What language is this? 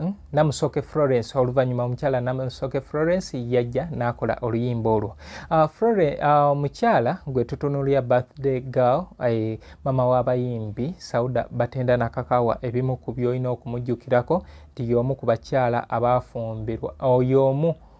Ganda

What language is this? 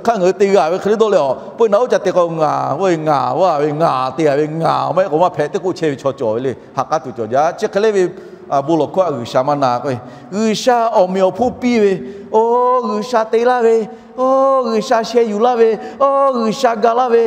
Lahu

